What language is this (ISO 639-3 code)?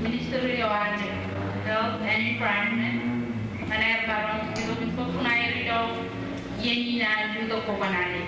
mah